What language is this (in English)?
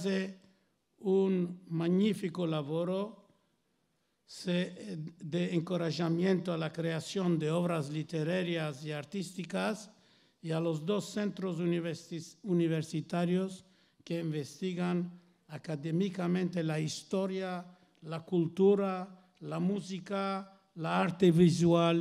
Ladino